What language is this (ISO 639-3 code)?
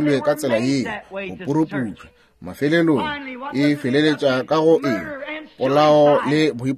nso